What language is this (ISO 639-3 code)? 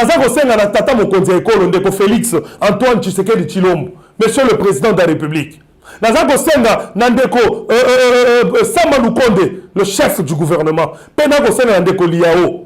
lin